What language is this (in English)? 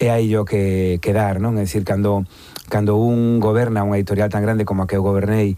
Galician